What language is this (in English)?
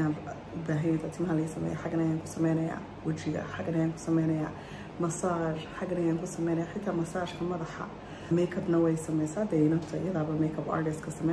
Somali